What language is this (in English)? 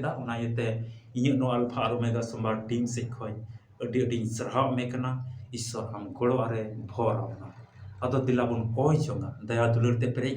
Santali